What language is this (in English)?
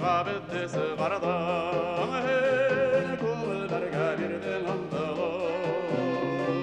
Bashkir